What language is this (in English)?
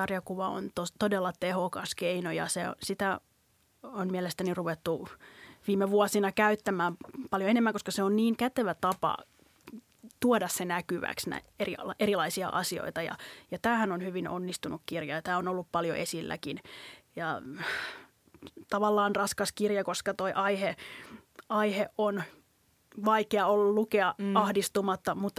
Finnish